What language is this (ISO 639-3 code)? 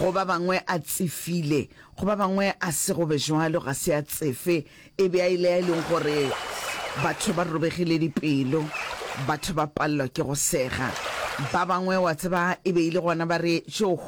nso